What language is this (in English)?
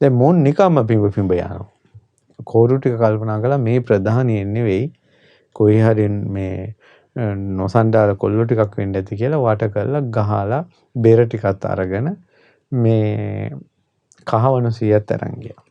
Sinhala